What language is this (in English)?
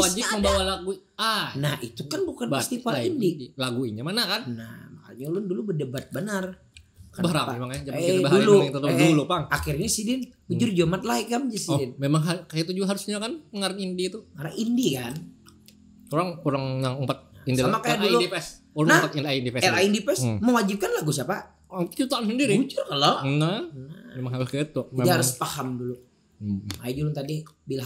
Banjar